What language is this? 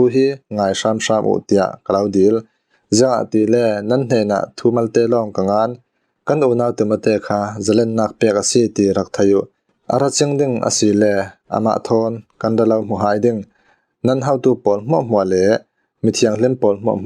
Falam Chin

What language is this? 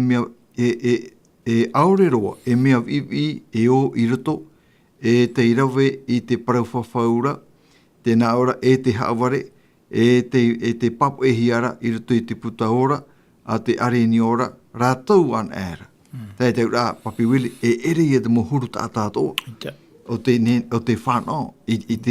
Tahitian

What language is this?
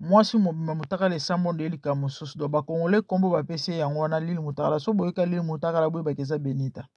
Lingala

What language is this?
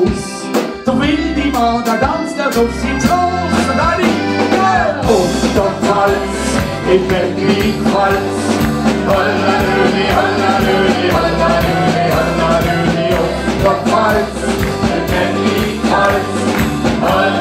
Swiss German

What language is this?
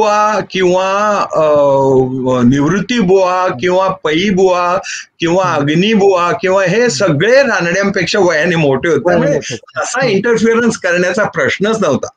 Marathi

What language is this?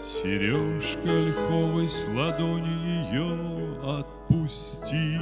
Bashkir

